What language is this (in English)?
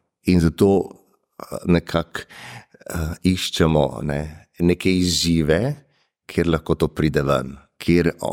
Slovenian